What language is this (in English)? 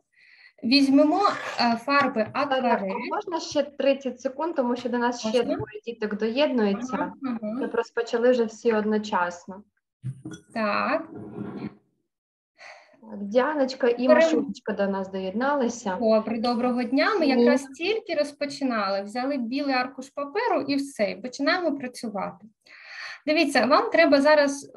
Ukrainian